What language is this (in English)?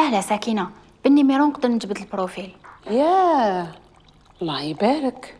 Algerian Arabic